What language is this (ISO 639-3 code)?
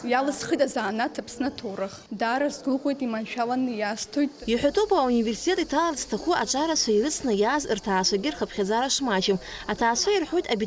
abk